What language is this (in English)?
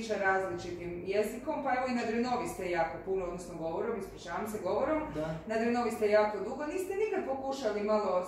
Croatian